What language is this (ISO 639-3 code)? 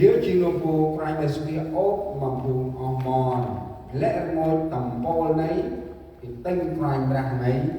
cmo